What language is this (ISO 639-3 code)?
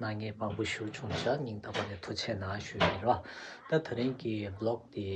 bod